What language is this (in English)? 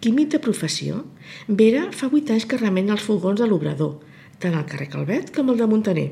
Catalan